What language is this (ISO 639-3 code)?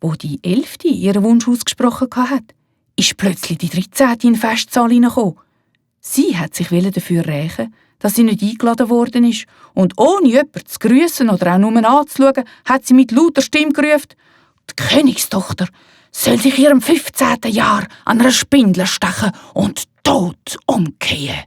gsw